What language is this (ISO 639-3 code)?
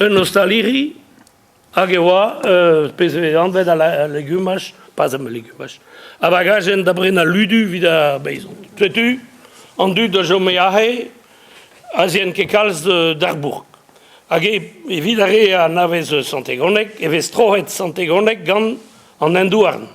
bre